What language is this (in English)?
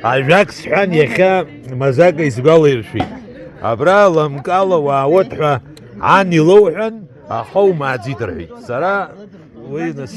Abkhazian